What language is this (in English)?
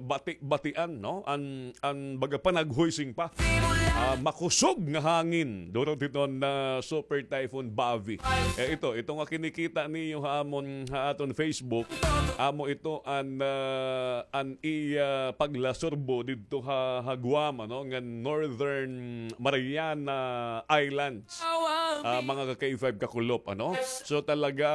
Waray